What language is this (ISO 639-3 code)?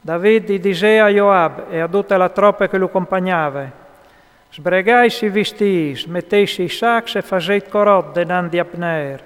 fur